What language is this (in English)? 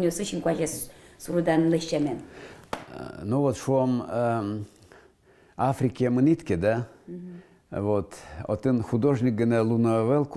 Udmurt